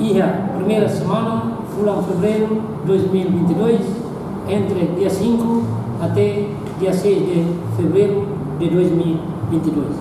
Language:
Tetum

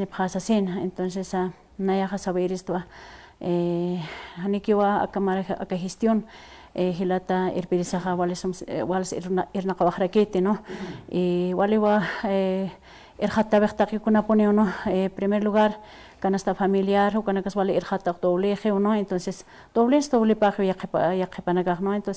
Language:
Aymara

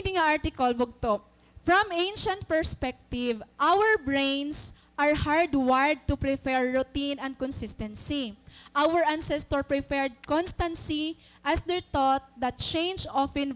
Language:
Waray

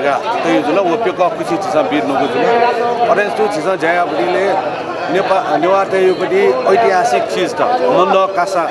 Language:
Newari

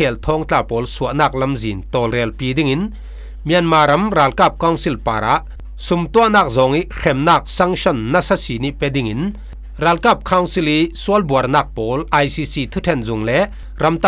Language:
Falam Chin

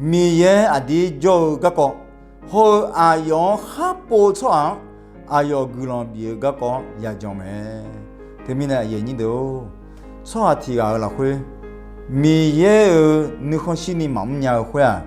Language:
Akha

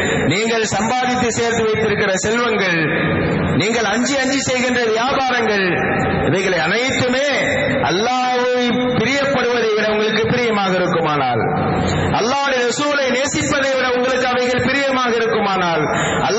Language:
Tamil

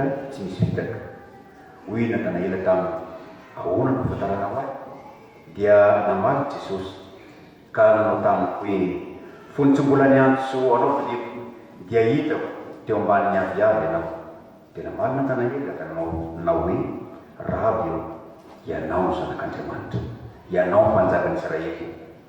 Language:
Malagasy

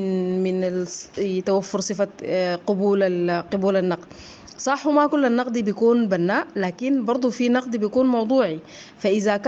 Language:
Sudanese Arabic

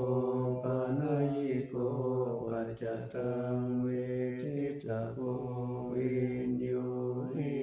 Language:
Pali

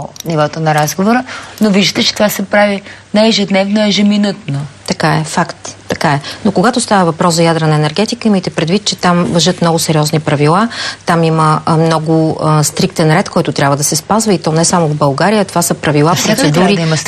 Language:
Bulgarian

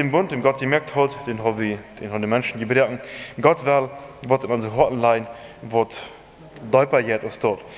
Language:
Plautdietsch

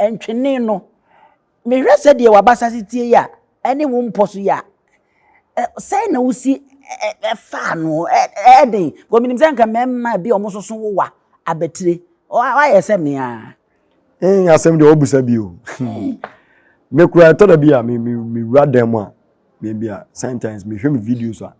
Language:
Akan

